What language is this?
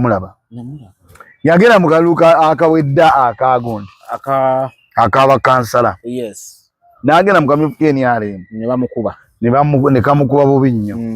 Ganda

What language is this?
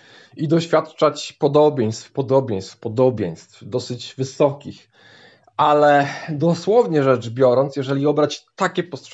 Polish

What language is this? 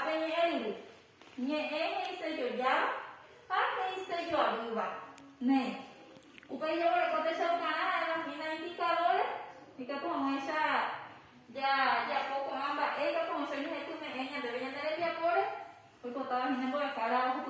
Guarani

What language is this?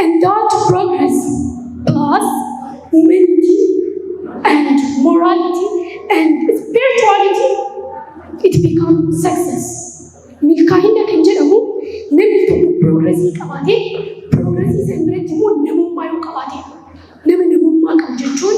Oromo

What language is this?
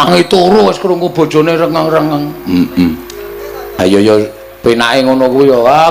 Javanese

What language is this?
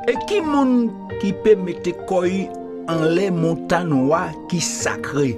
Guadeloupean Creole French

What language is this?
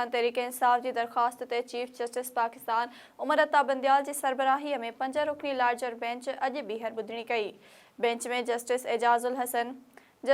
Sindhi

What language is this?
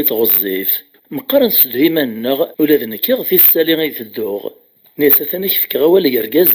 Kabyle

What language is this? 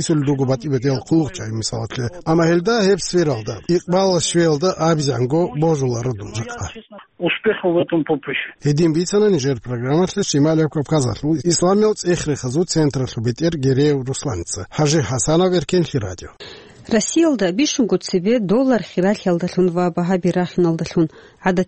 Avaric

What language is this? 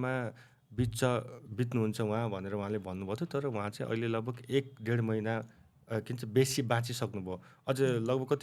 Nepali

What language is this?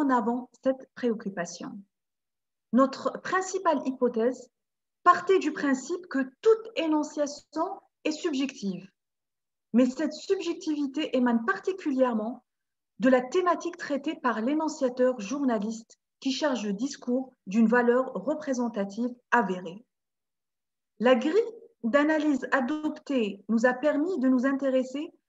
French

